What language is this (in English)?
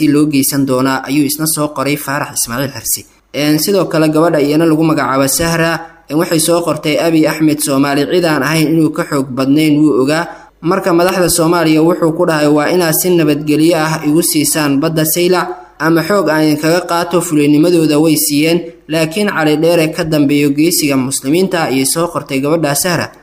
Somali